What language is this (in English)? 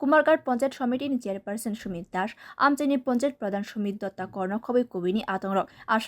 Kok Borok